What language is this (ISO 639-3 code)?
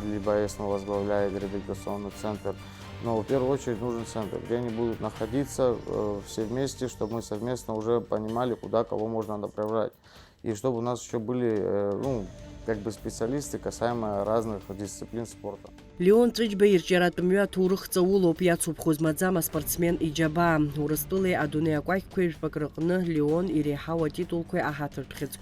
abk